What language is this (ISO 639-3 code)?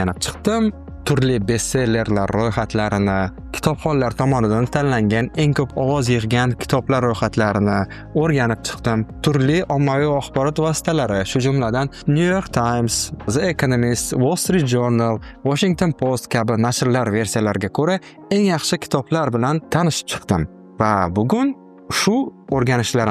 uzb